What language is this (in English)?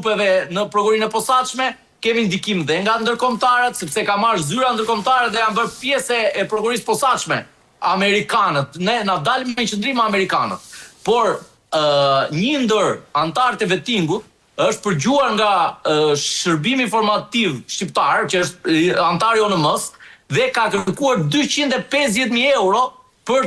Albanian